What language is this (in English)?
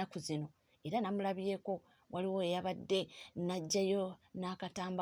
Ganda